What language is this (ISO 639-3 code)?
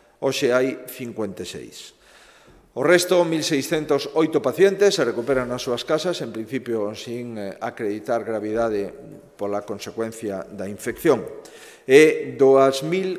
glg